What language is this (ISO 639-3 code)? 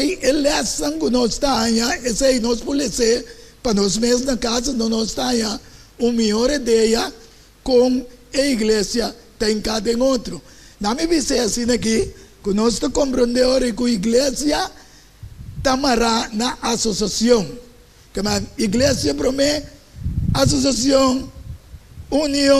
pap